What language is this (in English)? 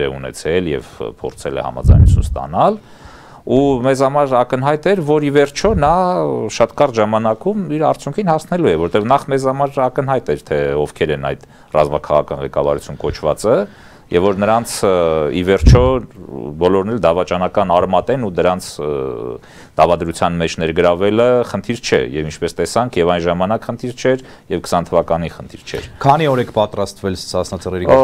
Armenian